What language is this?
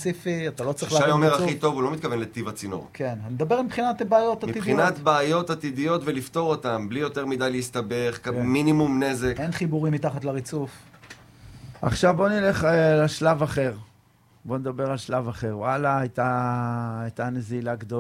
Hebrew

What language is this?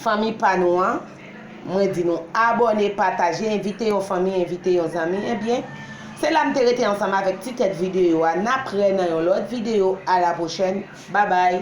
Haitian Creole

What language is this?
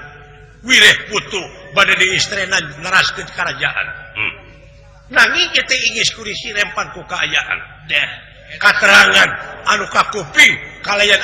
Sundanese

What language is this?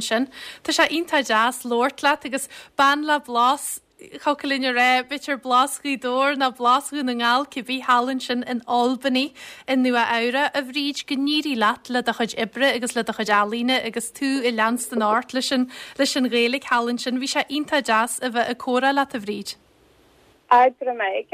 Irish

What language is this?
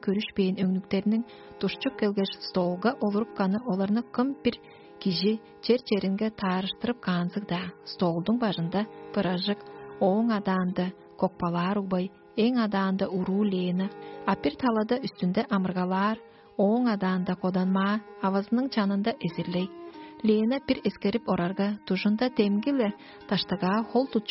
Tuvinian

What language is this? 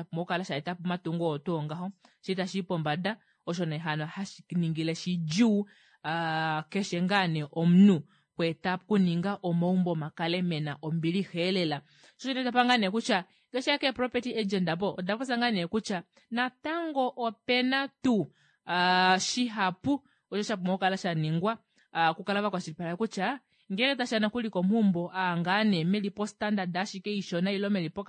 Kuanyama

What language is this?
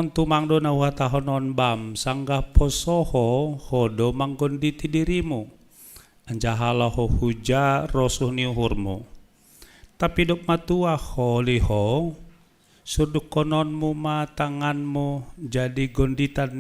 Batak Simalungun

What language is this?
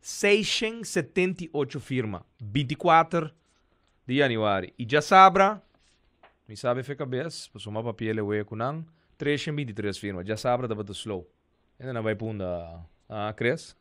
Papiamento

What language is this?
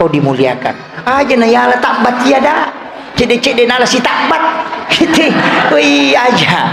Buginese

